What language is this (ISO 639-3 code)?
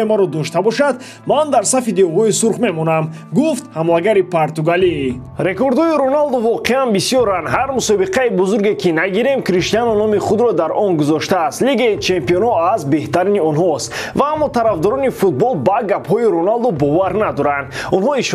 tgk